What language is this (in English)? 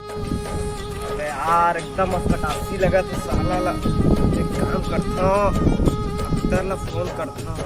Chhattisgarhi